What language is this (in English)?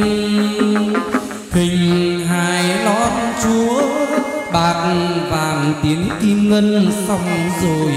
Vietnamese